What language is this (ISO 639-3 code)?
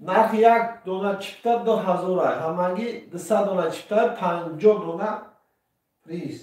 tgk